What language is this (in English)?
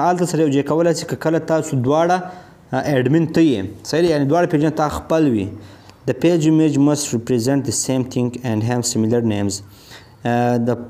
Pashto